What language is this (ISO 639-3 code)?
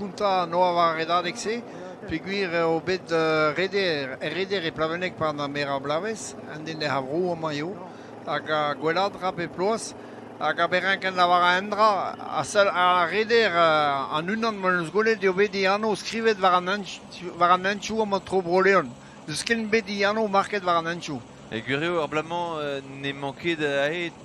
bre